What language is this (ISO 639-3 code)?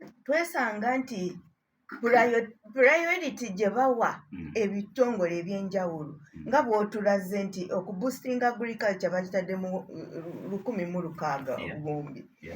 lug